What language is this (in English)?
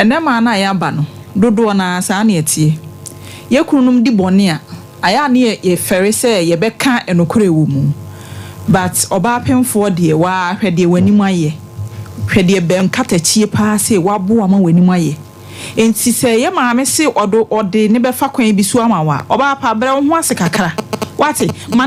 Akan